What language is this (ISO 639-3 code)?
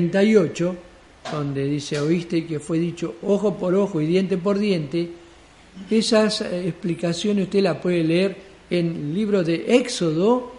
spa